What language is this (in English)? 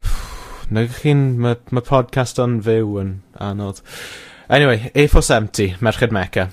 Welsh